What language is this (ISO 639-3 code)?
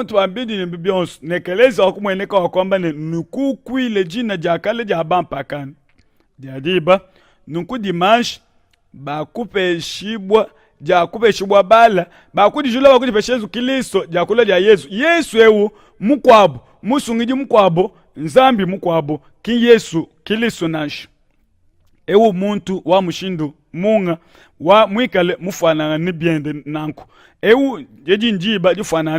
lua